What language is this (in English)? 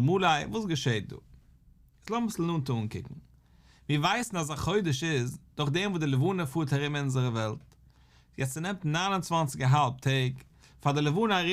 Yiddish